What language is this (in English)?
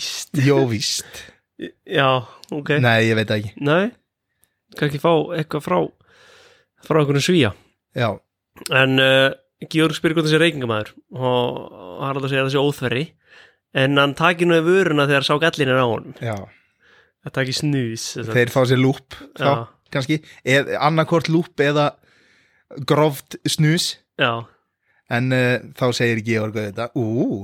Icelandic